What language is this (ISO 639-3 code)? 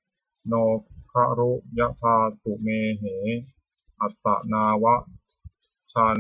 pli